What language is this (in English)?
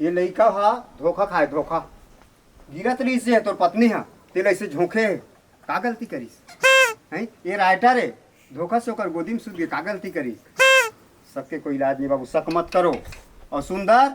Chhattisgarhi